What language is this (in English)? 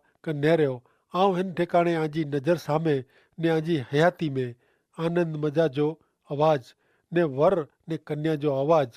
Kachhi